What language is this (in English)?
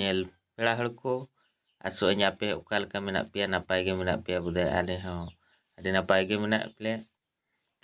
Santali